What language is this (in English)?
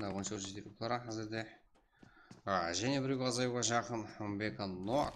Kara-Kalpak